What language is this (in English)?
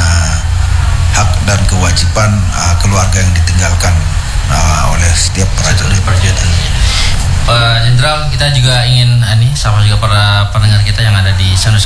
Indonesian